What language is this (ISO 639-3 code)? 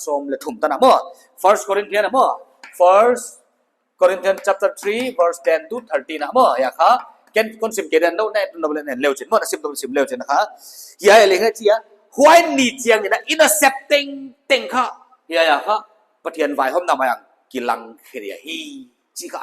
pck